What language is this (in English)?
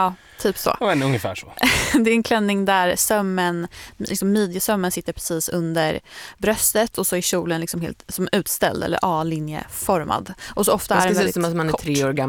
Swedish